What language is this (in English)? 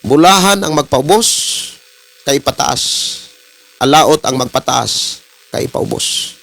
Cebuano